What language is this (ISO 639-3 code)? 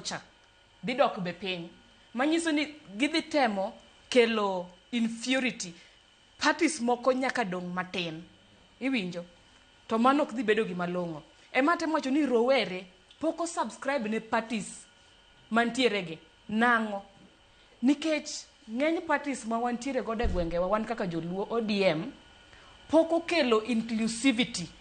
luo